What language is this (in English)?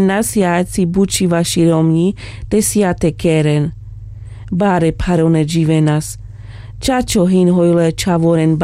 Carpathian Romani